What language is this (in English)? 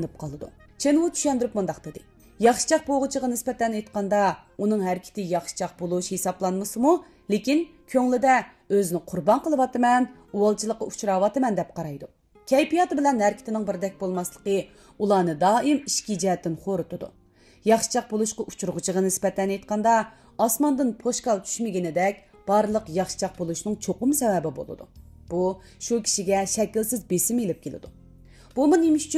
Uyghur